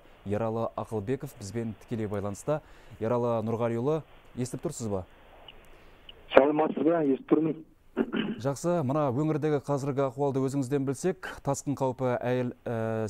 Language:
Kazakh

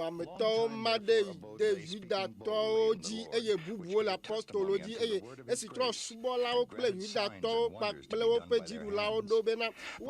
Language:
Ewe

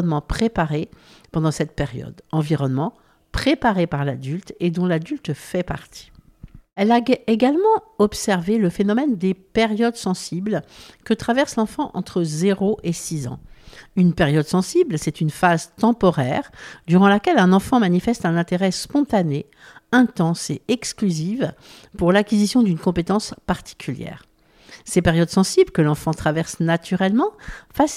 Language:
French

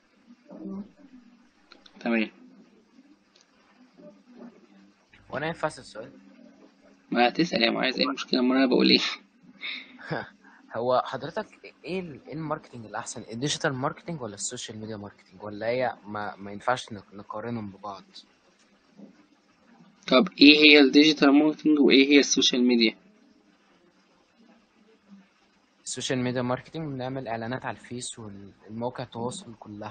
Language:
Egyptian Arabic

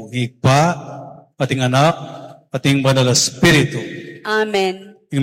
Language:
Pampanga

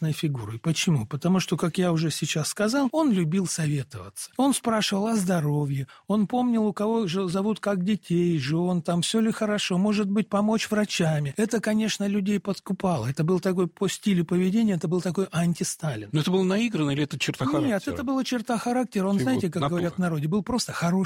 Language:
Russian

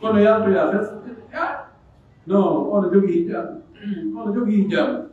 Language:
Pular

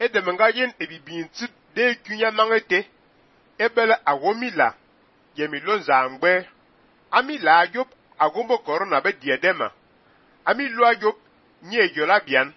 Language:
Fang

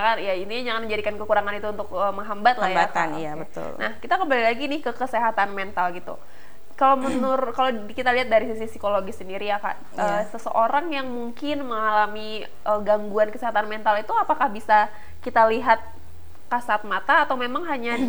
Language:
Indonesian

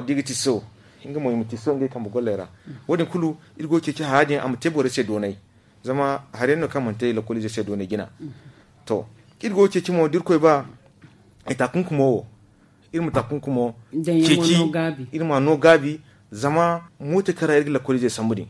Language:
Zarma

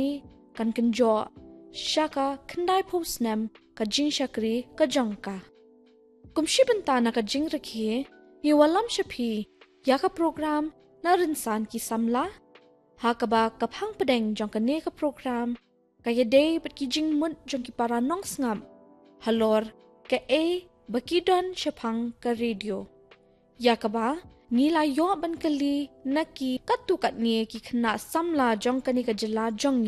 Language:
Khasi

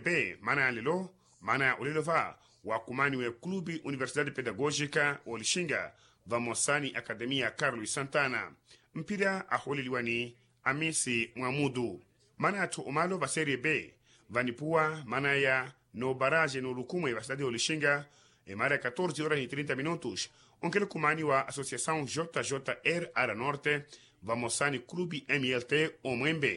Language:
Makhuwa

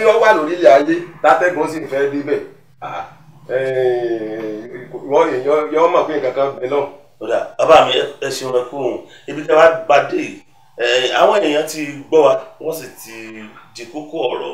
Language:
Yoruba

